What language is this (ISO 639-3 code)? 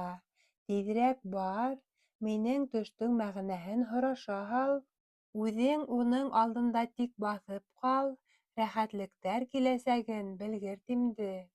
bak